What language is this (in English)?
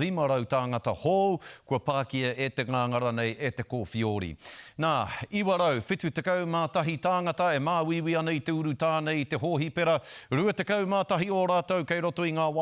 Māori